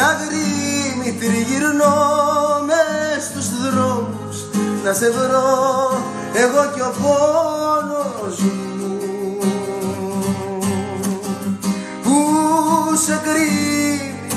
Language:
Greek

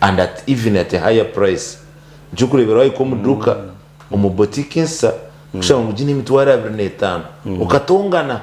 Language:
Nyankole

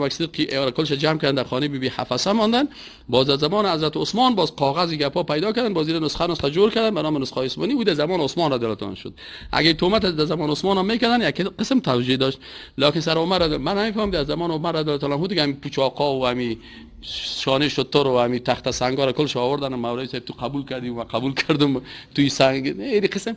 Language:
Persian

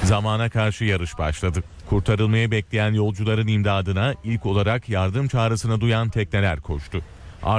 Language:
Turkish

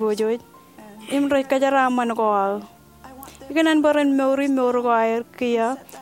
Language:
Marshallese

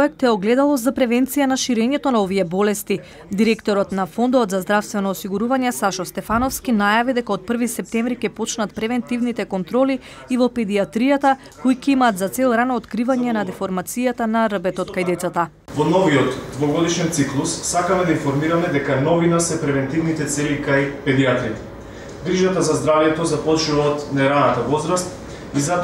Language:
Macedonian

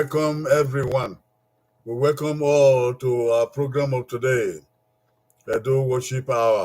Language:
Bini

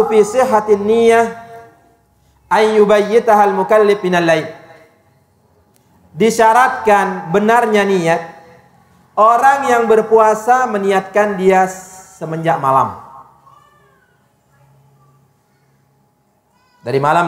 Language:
Indonesian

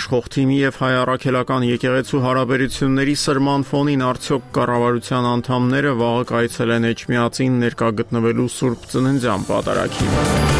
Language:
Armenian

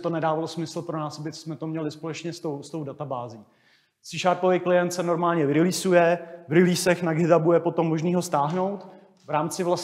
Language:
Czech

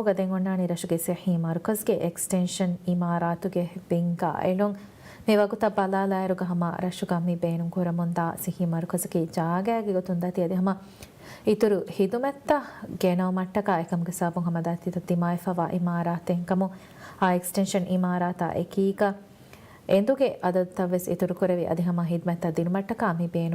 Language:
Divehi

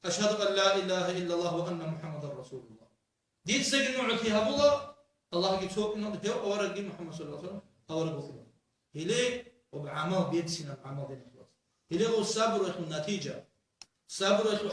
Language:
Avaric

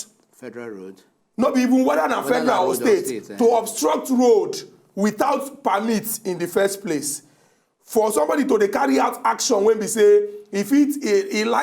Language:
Nigerian Pidgin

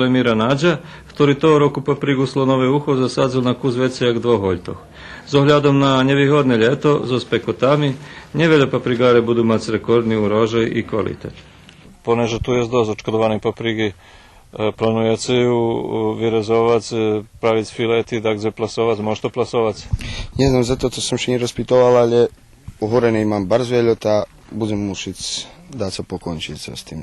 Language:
Rusyn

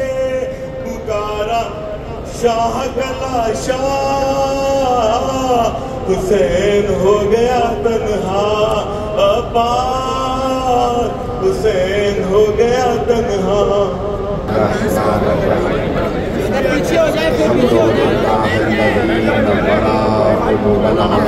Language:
Urdu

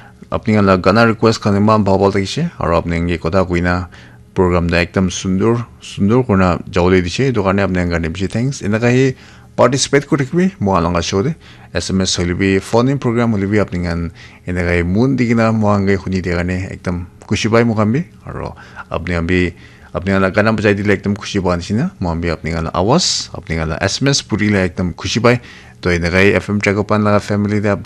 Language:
Naga Pidgin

